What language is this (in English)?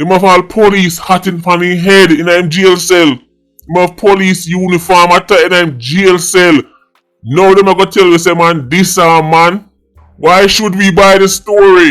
Jamaican Creole English